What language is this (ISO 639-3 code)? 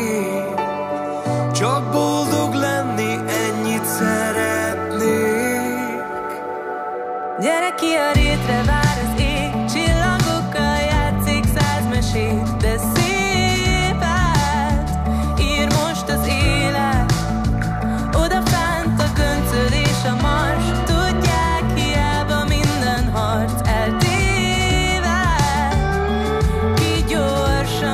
hun